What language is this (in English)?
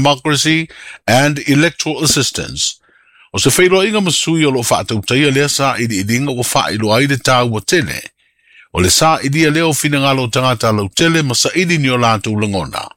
Samoan